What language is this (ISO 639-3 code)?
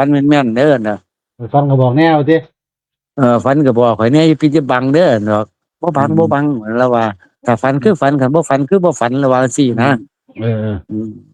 tts